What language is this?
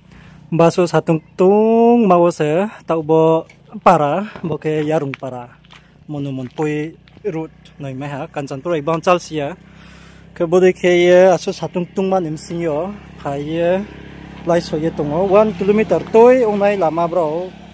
Riang (India)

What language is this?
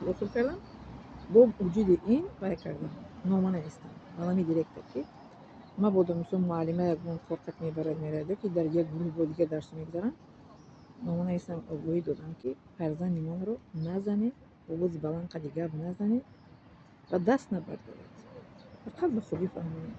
Tajik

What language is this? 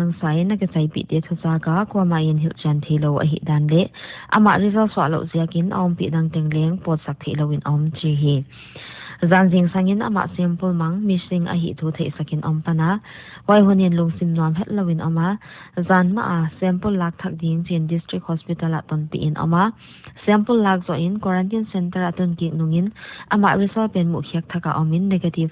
Paite Chin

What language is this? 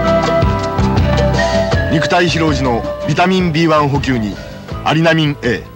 Japanese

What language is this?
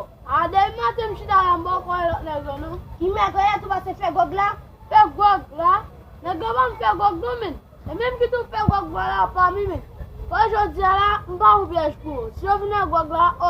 Haitian Creole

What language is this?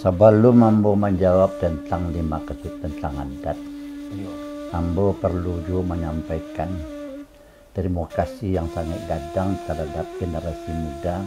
Minangkabau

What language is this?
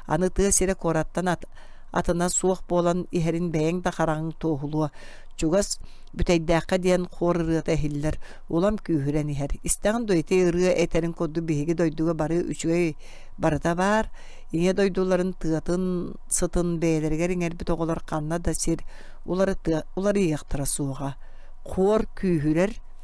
Yakut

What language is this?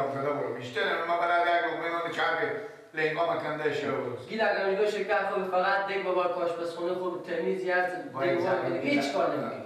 Persian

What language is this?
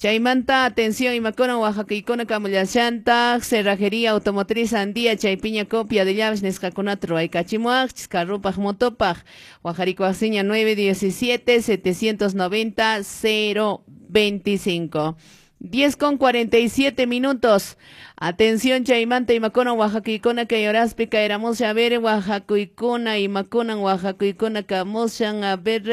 Quechua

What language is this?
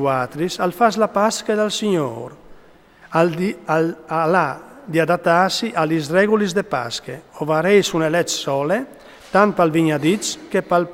Friulian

